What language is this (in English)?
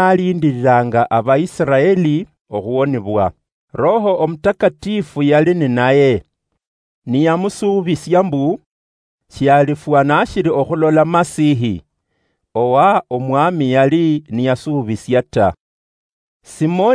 Luyia